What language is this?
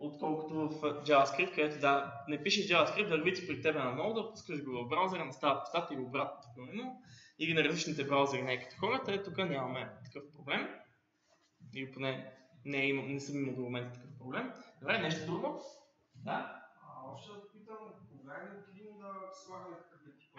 Bulgarian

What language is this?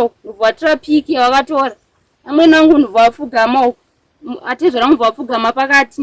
Shona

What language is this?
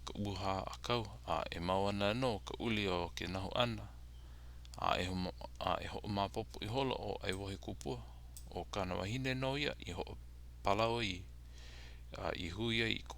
Hawaiian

